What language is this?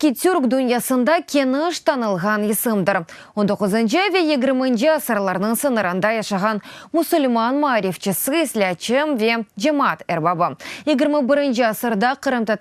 Crimean Tatar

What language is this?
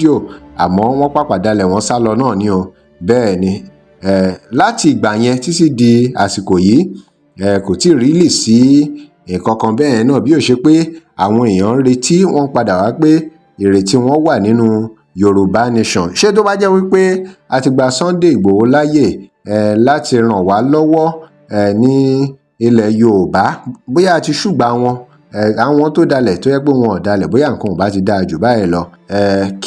Yoruba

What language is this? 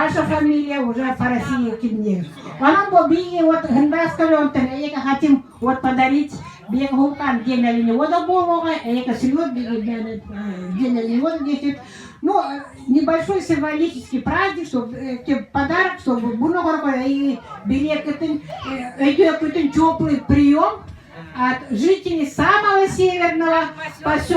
Yakut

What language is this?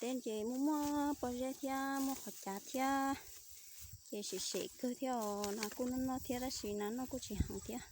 Hmong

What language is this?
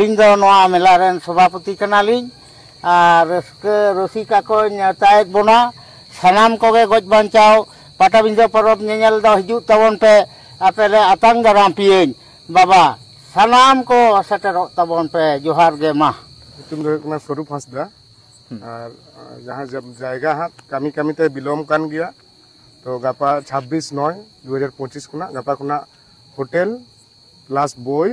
Santali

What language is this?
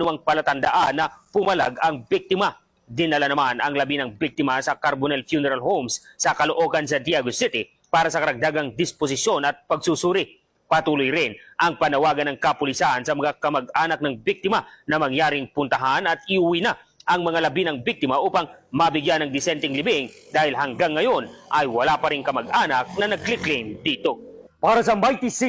Filipino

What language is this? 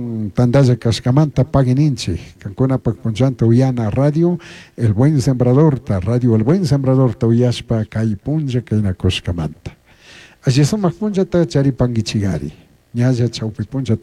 Chimborazo Highland Quichua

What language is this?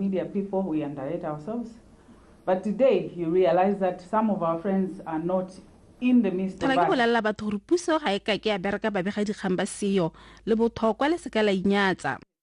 Tswana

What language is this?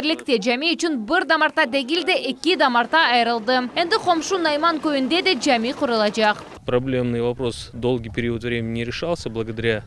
Crimean Tatar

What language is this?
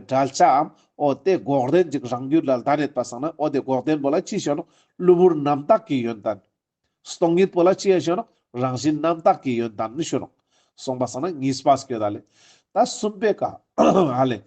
Ladakhi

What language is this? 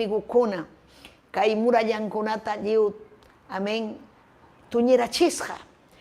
Ayacucho Quechua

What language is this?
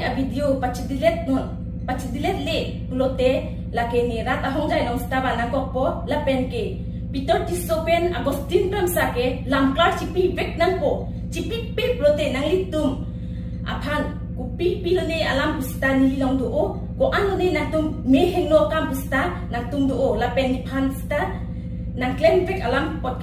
Karbi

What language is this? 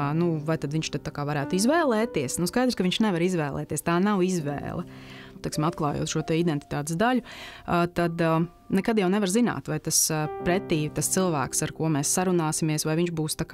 Latvian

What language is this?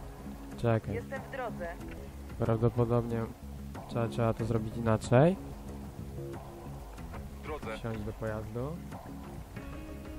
Polish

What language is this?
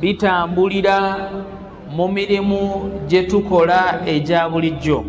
Ganda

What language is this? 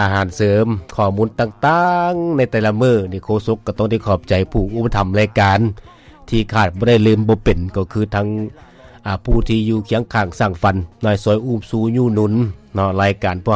Lao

